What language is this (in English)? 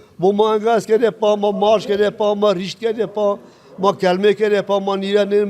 Zaza